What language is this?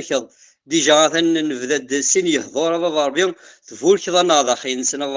Kabyle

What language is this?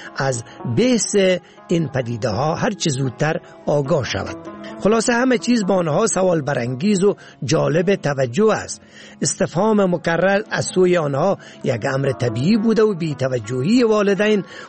Persian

